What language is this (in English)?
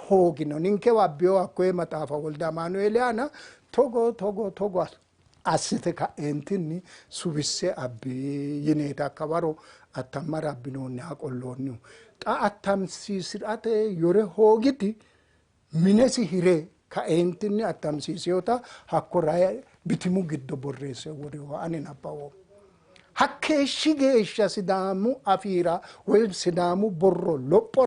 Sidamo